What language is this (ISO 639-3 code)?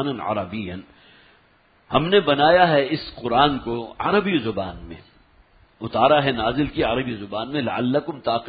urd